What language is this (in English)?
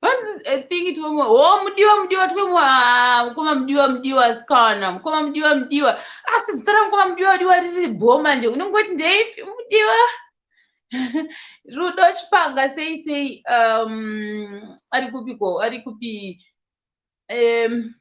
Shona